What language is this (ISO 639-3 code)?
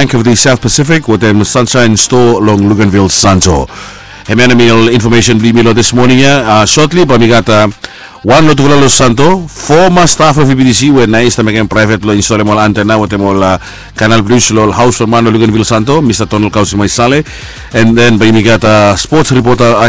bis